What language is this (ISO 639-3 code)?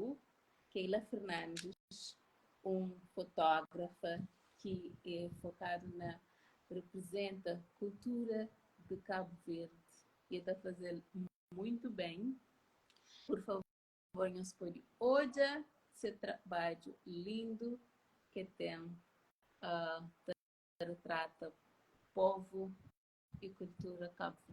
kea